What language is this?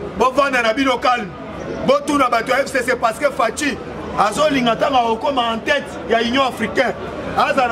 Lingala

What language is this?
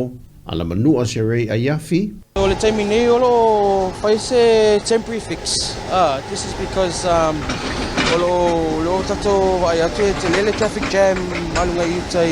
Samoan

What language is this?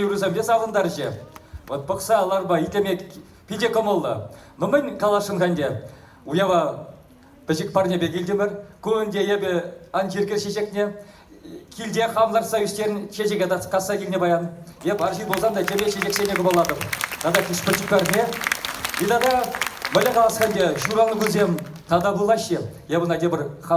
Chuvash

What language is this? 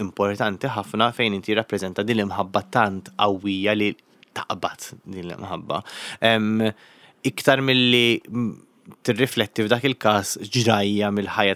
Maltese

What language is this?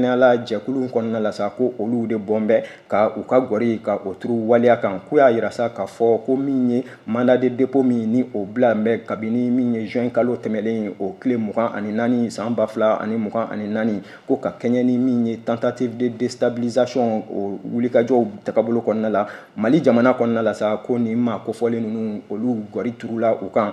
Bambara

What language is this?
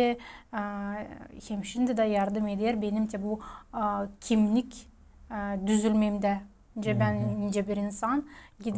Gagauz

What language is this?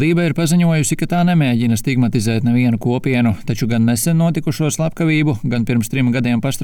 Latvian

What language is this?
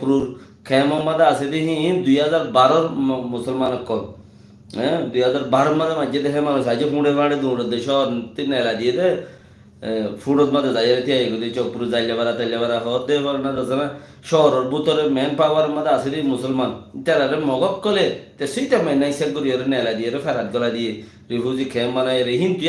Rohingya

